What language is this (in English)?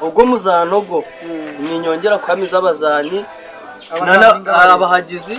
Nyankole